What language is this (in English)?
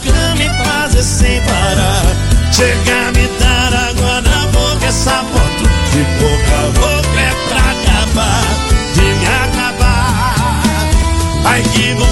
Portuguese